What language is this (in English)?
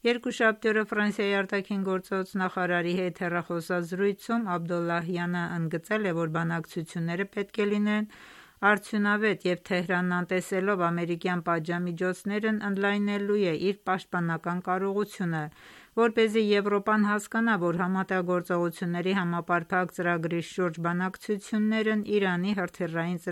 Armenian